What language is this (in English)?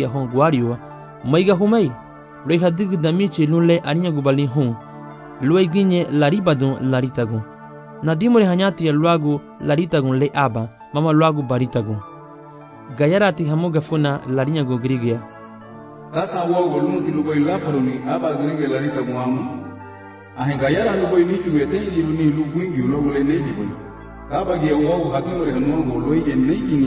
Garifuna